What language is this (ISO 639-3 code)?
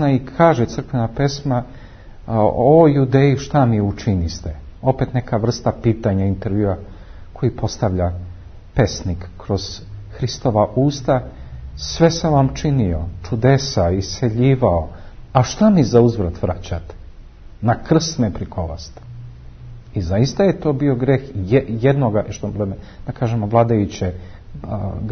srp